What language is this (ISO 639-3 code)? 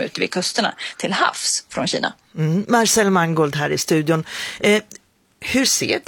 swe